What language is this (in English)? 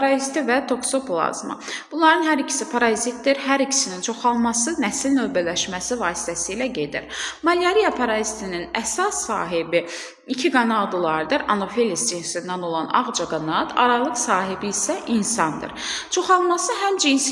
Azerbaijani